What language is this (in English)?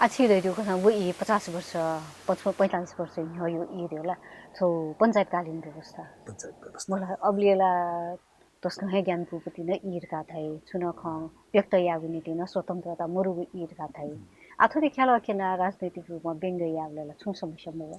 Newari